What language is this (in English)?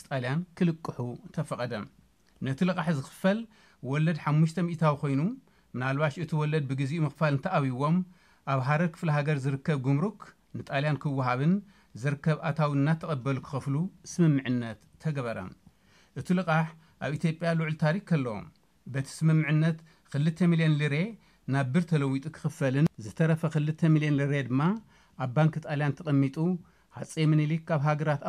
Tigrinya